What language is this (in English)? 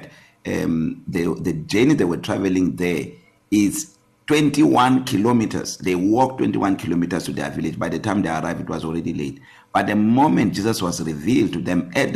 English